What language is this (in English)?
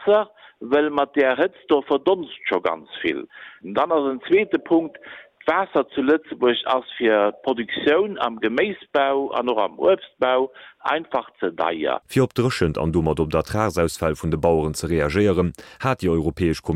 Luxembourgish